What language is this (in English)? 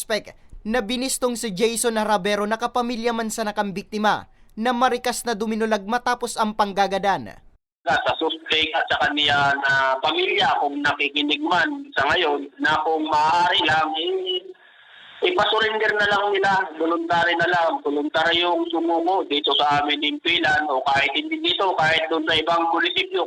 Bikol